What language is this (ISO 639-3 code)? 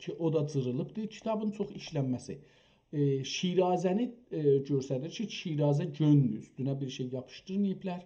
azb